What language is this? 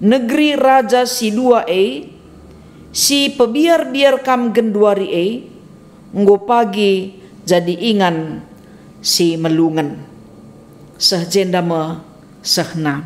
Batak Karo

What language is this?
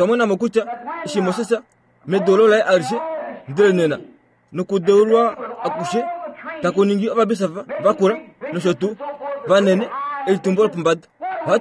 Kuanyama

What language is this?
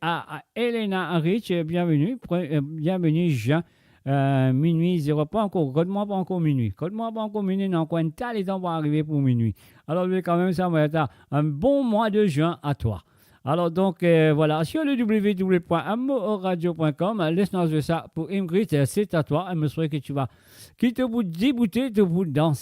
Morisyen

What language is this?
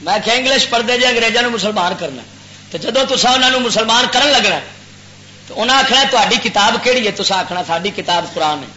Western Panjabi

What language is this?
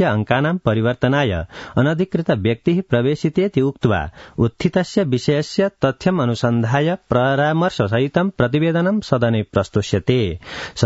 Sanskrit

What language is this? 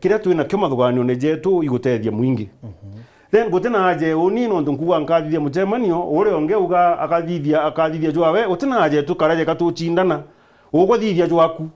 Meru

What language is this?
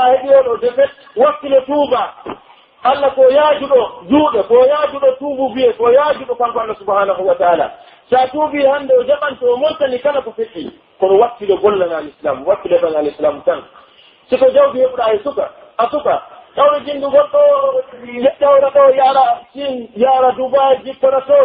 Pular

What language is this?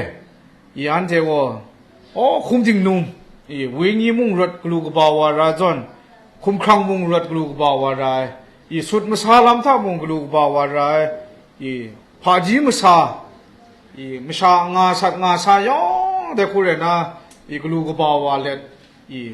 Kachin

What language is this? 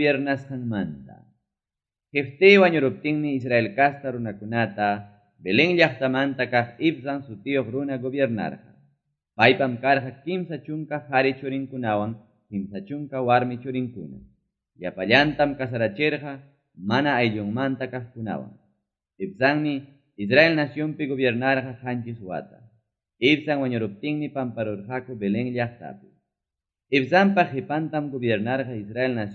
Ayacucho Quechua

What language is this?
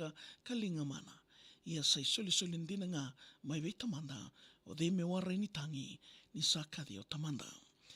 Fijian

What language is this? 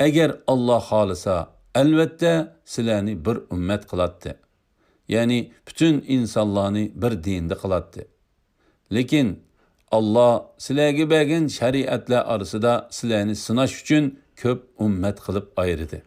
Uyghur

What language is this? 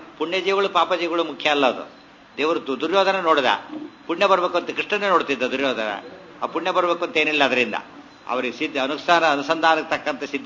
Kannada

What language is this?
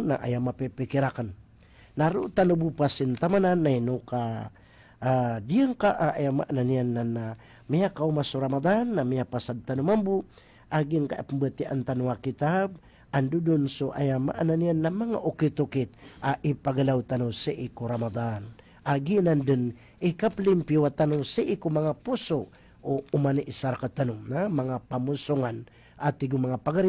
Maranao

